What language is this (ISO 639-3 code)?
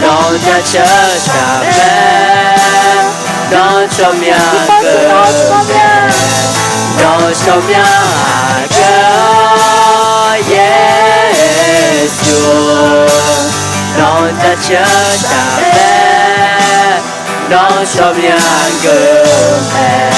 ahk